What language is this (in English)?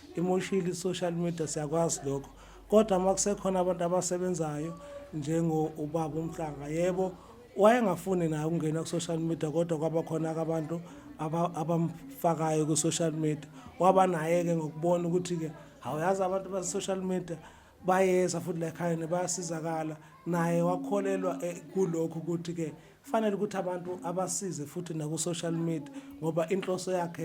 Zulu